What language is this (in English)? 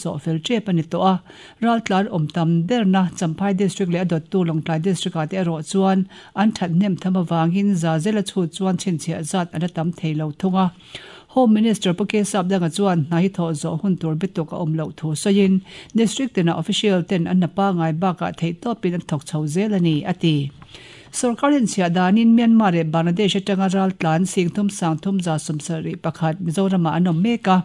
Mizo